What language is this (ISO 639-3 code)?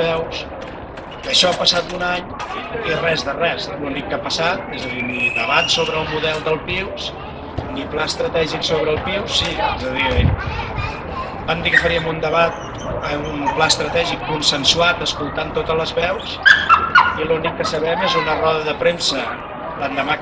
cat